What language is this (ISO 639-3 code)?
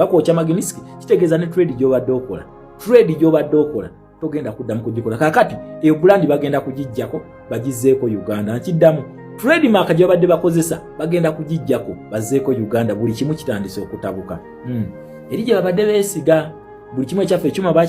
lug